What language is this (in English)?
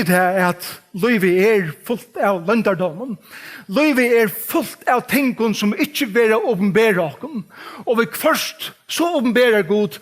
Faroese